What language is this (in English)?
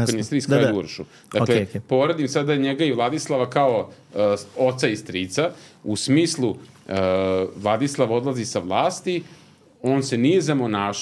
Serbian